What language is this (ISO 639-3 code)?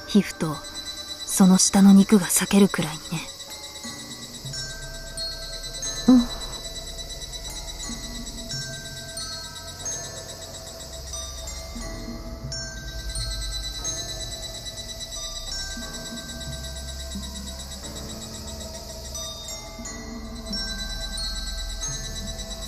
jpn